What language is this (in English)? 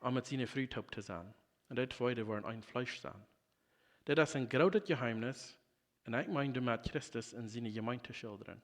Plautdietsch